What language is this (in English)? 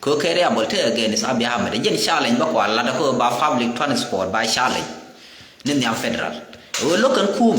Nuer